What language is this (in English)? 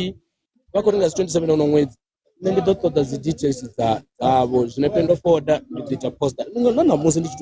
Venda